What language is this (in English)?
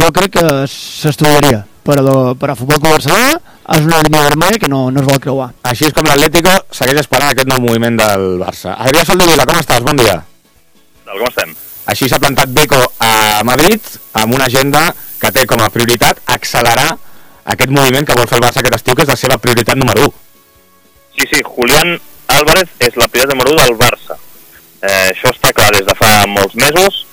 Catalan